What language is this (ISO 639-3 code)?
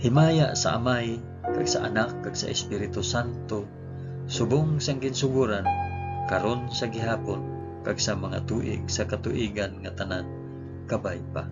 hil